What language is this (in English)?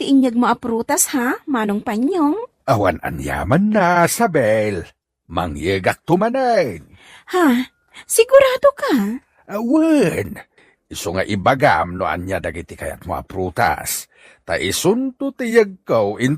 Iloko